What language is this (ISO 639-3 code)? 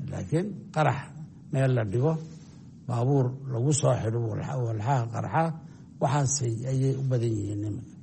som